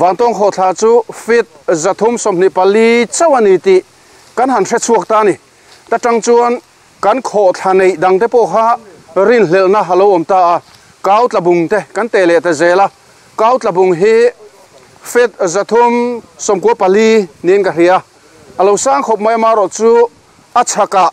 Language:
Mizo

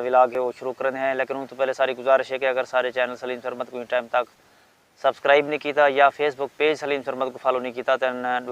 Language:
Saraiki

